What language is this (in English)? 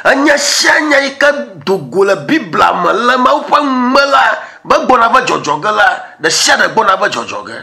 Ewe